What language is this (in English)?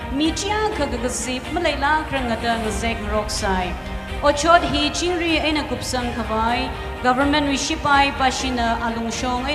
Tangkhul Naga (India)